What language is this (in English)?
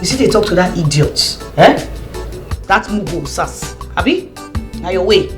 Nigerian Pidgin